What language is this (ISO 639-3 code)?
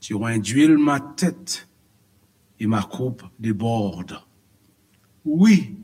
hat